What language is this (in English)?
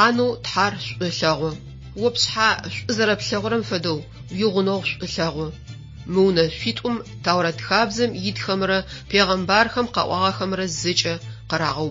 Adyghe